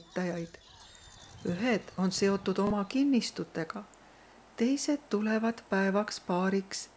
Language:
Estonian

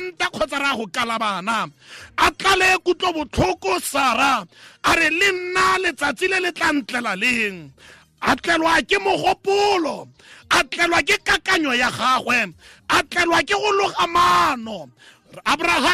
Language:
Tswana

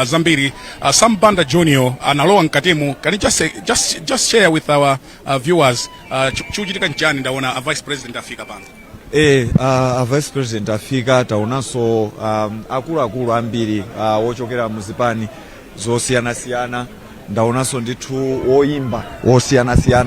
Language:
Nyanja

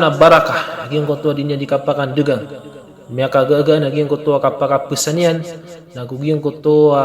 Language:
Maranao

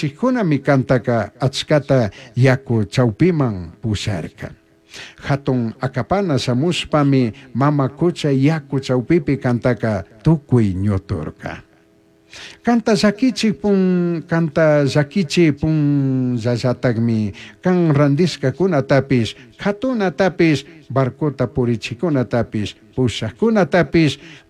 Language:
Chimborazo Highland Quichua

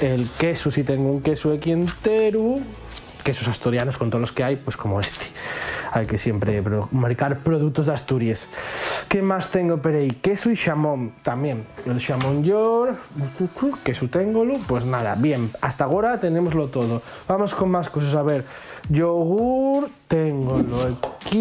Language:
Asturian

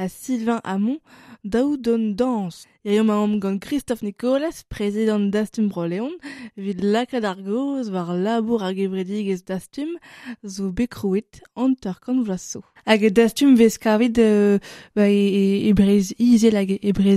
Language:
Breton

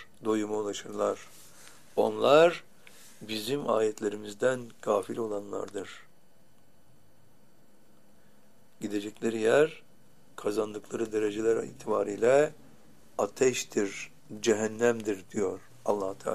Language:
Turkish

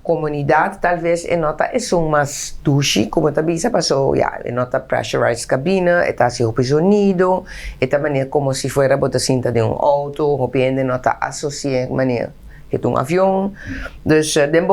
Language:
Papiamento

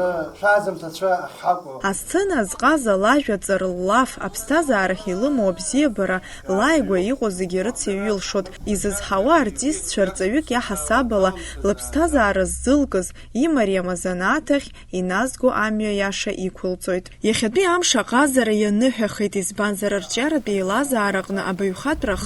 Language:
Abkhazian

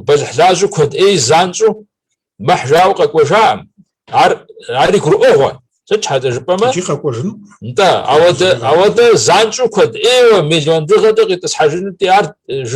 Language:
Kabardian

